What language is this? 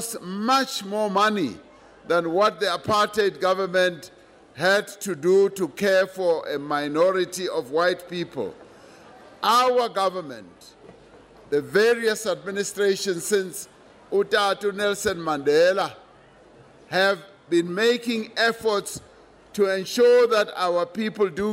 English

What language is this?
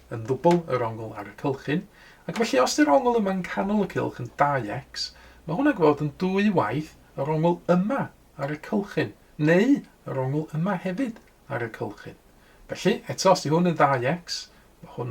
Welsh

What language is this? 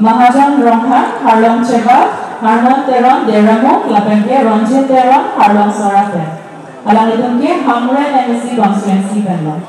Karbi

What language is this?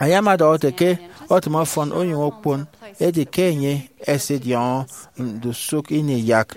Efik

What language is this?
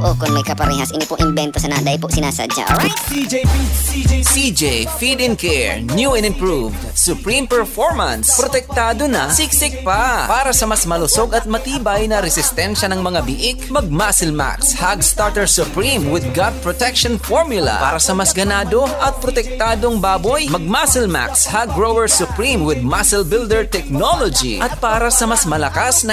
Bikol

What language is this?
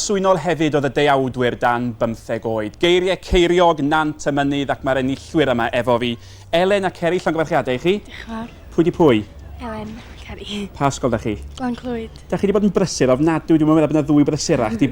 Welsh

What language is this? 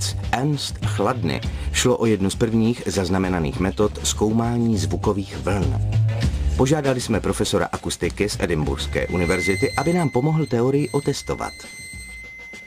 Czech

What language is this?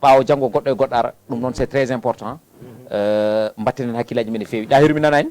Fula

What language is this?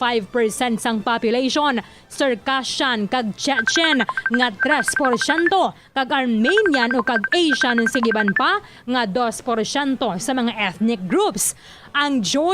Hiligaynon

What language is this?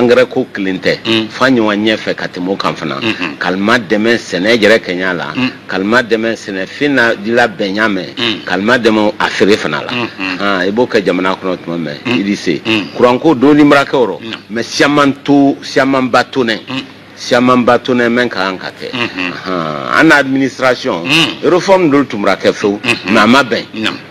Bambara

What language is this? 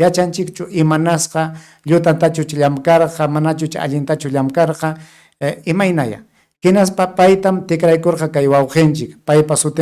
Ayacucho Quechua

